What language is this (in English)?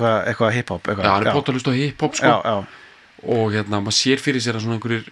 Icelandic